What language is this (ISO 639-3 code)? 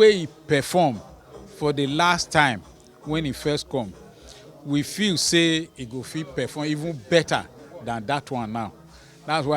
pcm